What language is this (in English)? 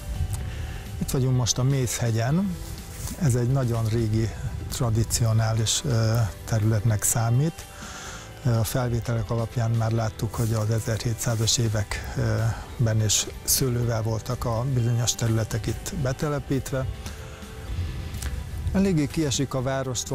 Hungarian